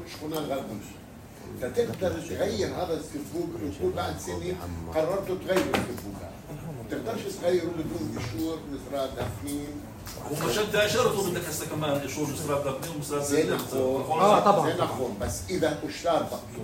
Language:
North Levantine Arabic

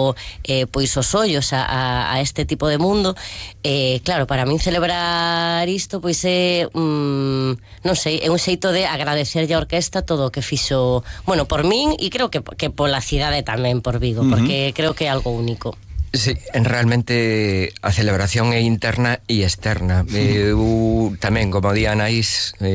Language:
Galician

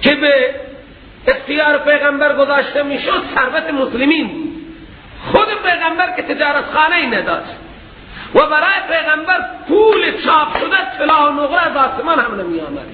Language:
Persian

